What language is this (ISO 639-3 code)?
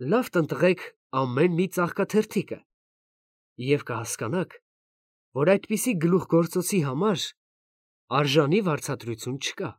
hye